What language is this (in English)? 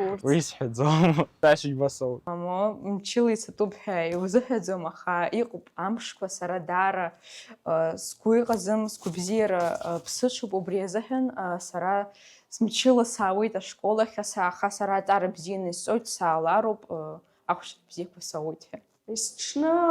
Abkhazian